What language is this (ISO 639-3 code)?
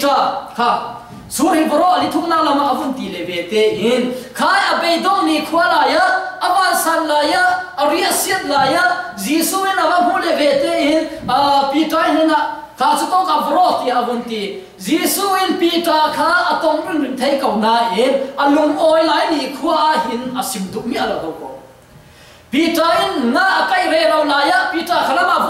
cfm